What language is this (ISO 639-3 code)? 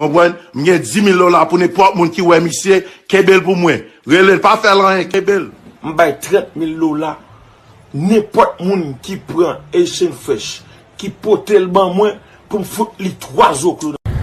hat